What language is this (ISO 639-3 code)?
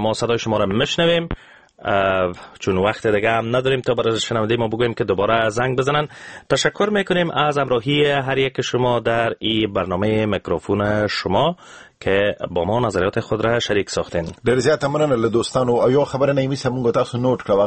fas